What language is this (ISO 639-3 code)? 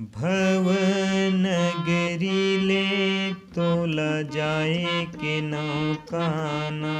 hne